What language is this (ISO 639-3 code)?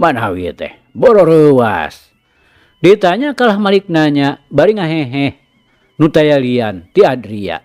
sun